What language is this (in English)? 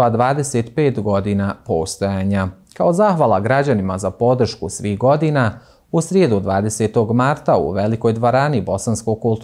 Bosnian